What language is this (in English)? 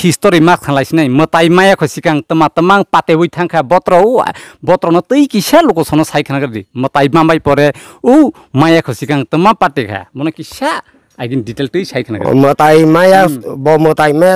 Kok Borok